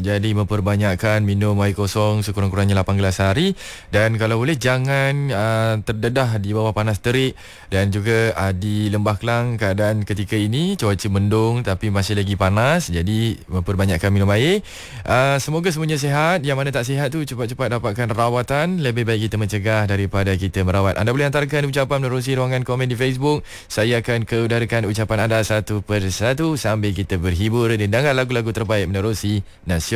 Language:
Malay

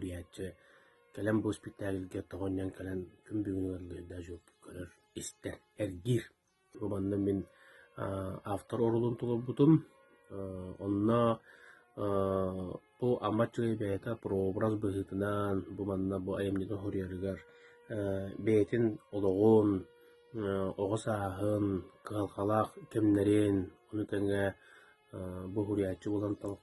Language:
Yakut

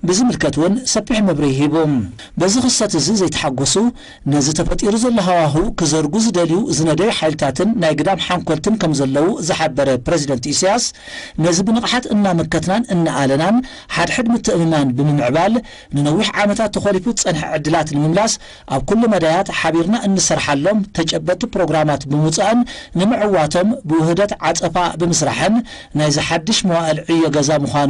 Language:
Tigrinya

